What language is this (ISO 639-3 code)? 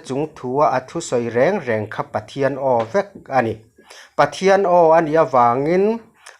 lus